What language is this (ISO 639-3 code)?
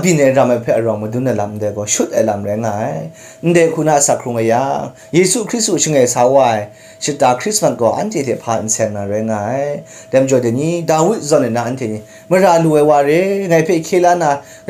kac